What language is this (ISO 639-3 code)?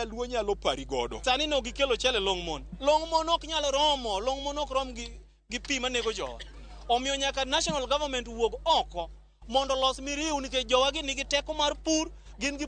luo